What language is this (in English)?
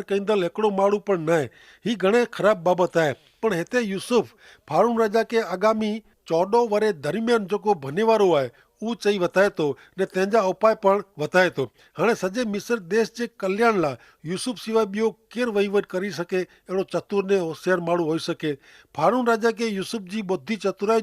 Kachhi